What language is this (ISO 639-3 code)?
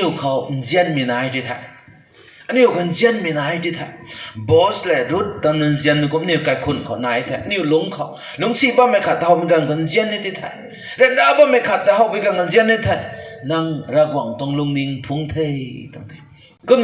nbu